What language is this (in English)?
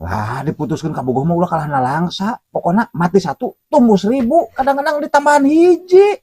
Sundanese